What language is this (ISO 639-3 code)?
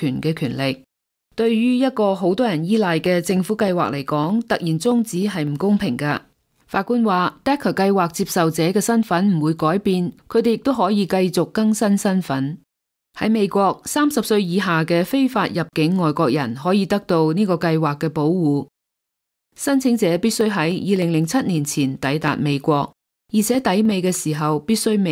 yue